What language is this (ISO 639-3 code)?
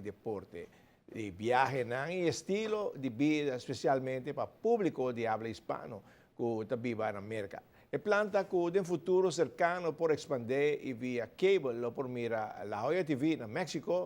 pap